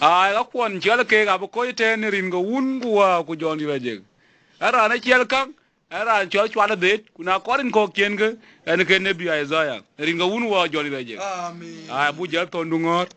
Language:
Dinka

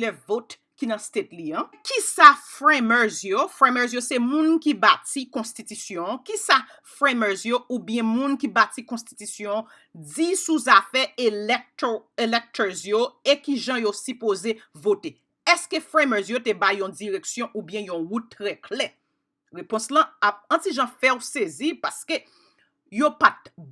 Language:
Haitian Creole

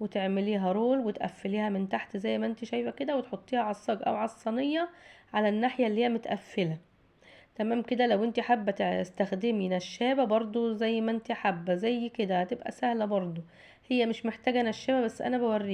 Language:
Egyptian Arabic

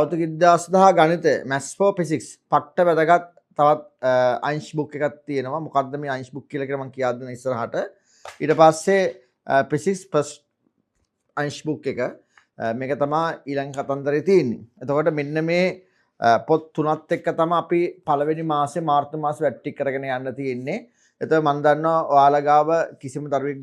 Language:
Sinhala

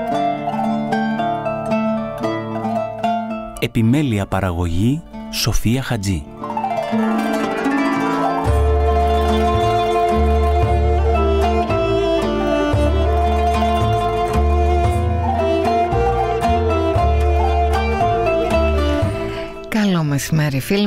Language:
Greek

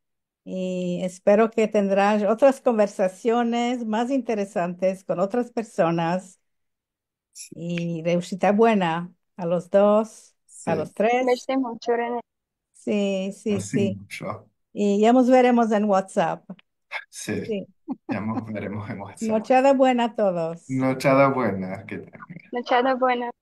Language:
Ladino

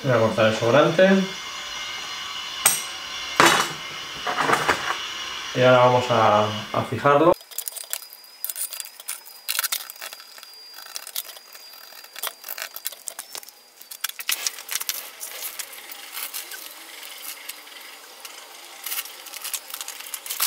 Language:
Spanish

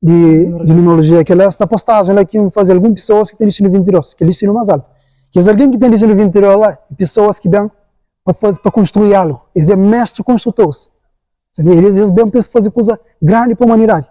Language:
Kabuverdianu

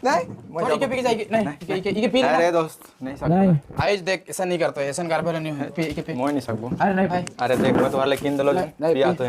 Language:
Sadri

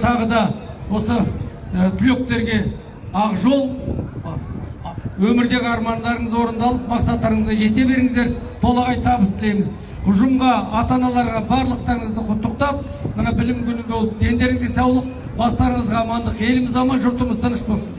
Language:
Kazakh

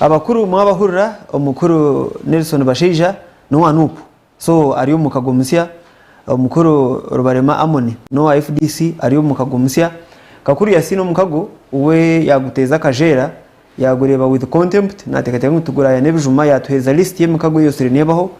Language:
Nyankole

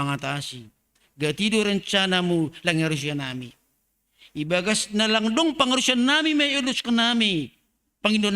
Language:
Batak Simalungun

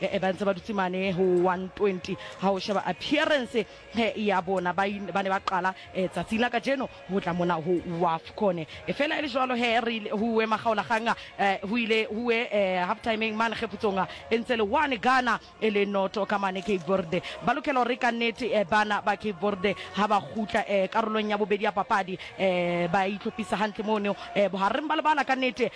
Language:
Southern Sotho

